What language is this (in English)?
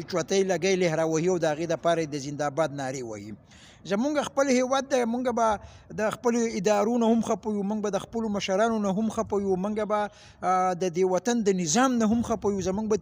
Pashto